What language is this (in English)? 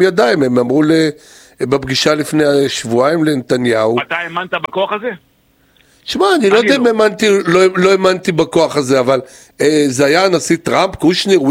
Hebrew